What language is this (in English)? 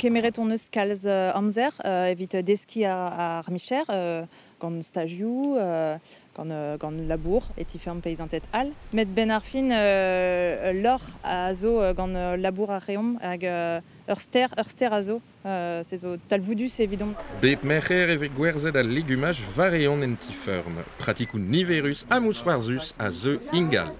Breton